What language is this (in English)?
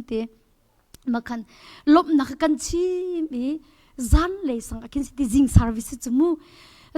Hakha Chin